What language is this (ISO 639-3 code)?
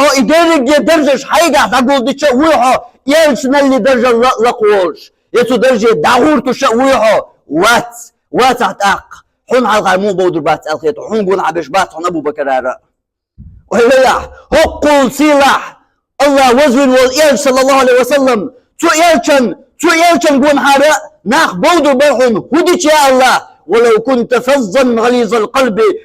che